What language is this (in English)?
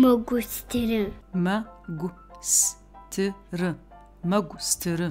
Adyghe